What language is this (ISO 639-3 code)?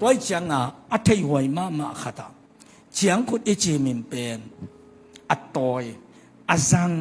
ctd